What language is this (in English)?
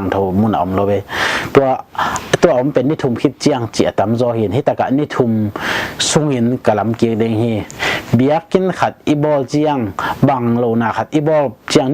Tedim Chin